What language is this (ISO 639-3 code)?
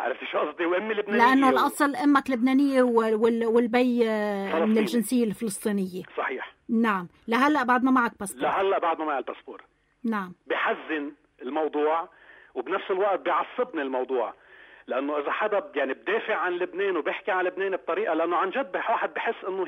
apc